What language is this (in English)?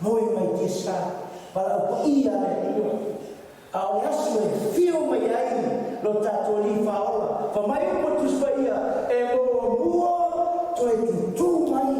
Samoan